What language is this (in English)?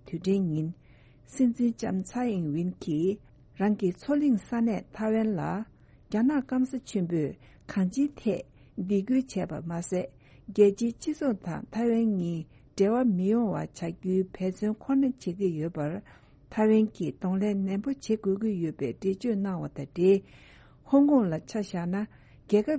Tibetan